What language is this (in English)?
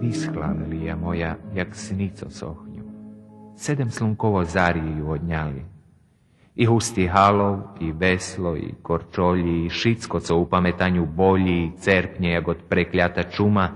Rusyn